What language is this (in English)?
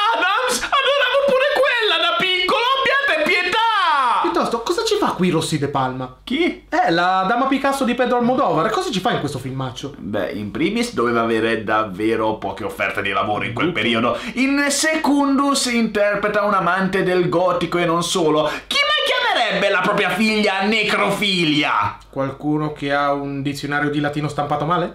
Italian